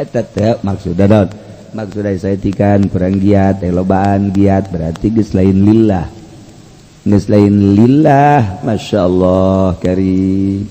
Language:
Sundanese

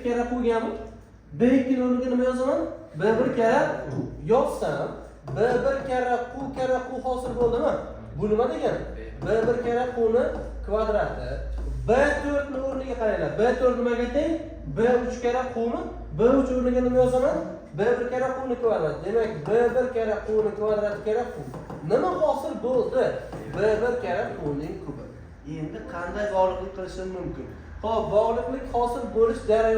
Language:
Uzbek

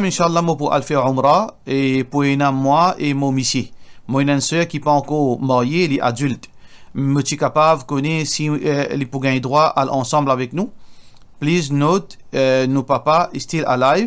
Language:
Morisyen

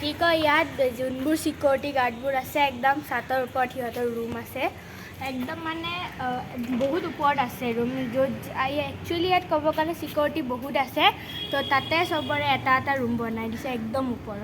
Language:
Assamese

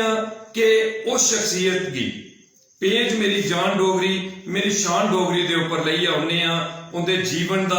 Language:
Dogri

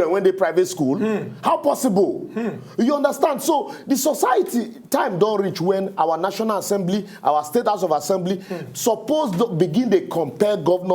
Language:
Nigerian Pidgin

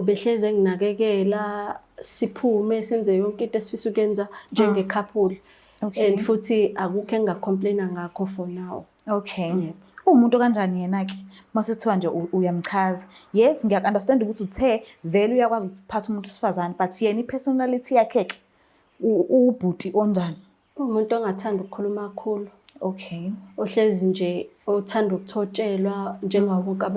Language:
Zulu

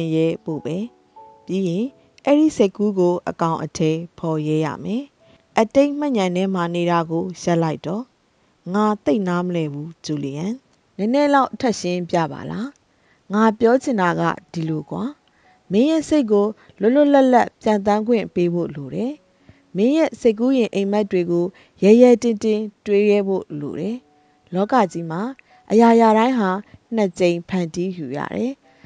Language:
Burmese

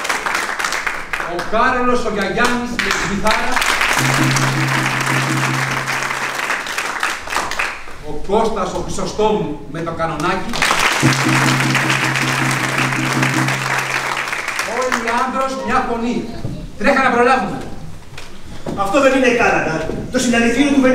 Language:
Greek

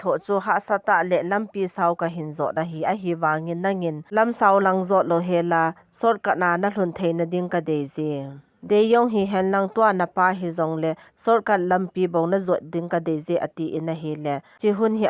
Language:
Thado Chin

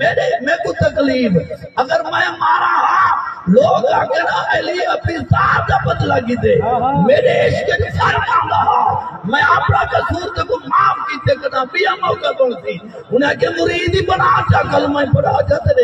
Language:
Saraiki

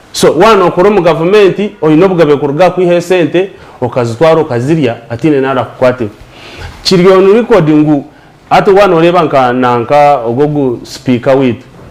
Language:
Nyankole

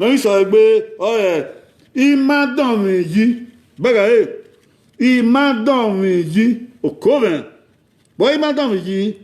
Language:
Bini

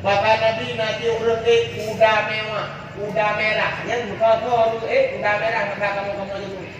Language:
Achinese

